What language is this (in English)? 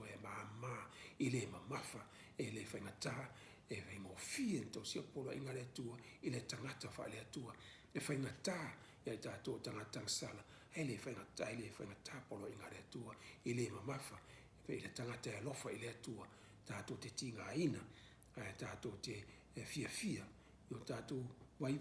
Samoan